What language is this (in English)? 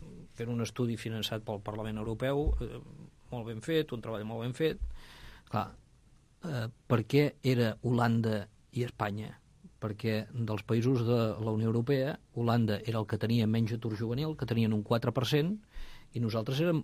Catalan